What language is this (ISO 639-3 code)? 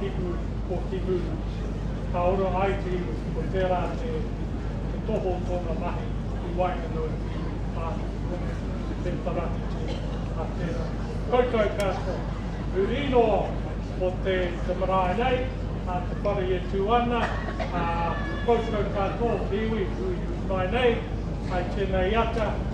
mri